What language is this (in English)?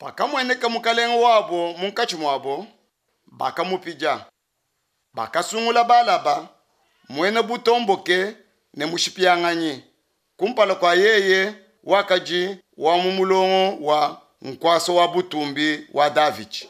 Luba-Lulua